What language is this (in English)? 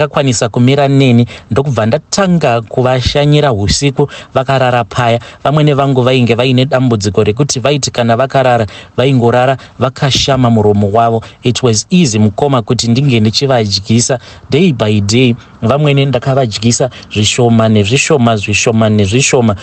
Shona